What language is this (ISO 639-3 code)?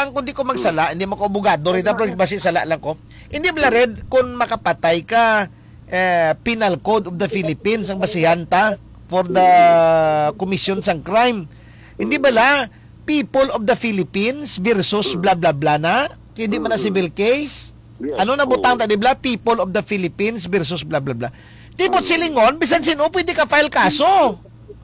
hil